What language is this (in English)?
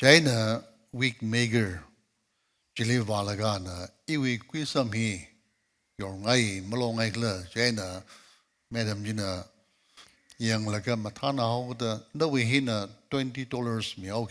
Tangkhul Naga (India)